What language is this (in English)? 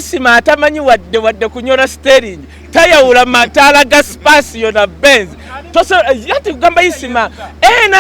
Ganda